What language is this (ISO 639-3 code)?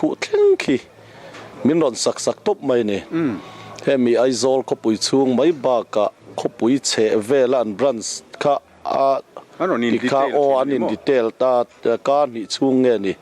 lus